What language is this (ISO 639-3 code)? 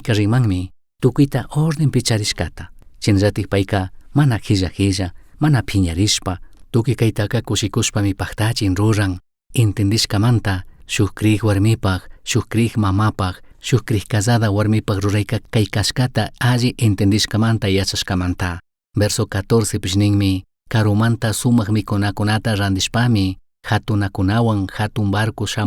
qug